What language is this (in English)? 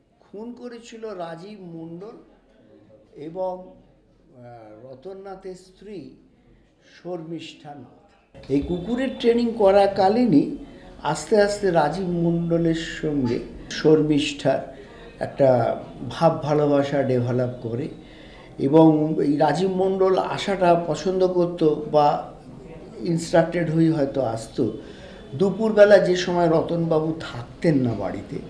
Bangla